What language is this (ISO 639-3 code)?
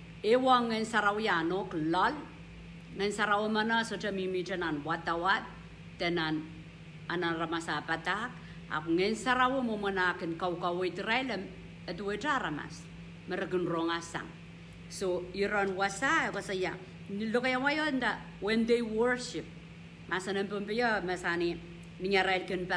pon